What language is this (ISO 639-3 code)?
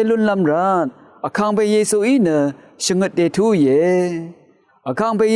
raw